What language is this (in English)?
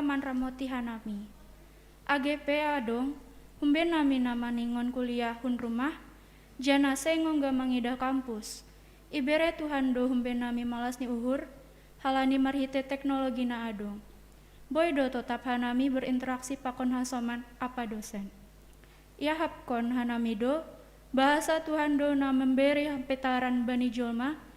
Batak Simalungun